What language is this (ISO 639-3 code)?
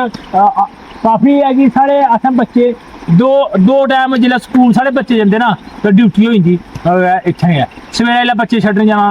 doi